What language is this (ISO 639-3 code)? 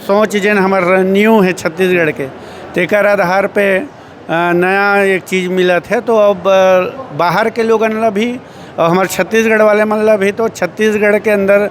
hne